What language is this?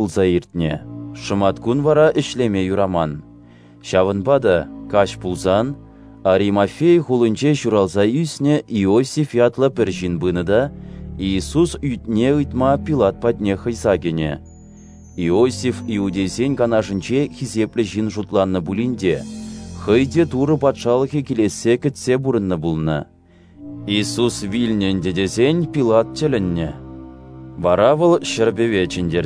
Chuvash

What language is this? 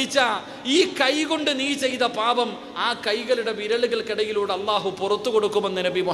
Malayalam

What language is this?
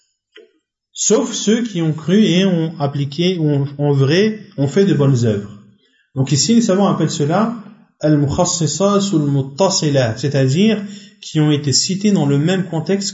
French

